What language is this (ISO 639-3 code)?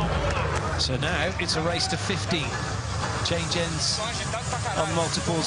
eng